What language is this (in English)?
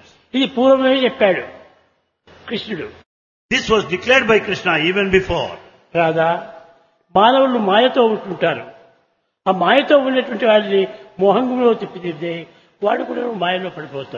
Telugu